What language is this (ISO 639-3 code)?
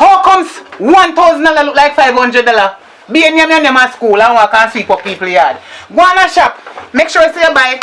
jam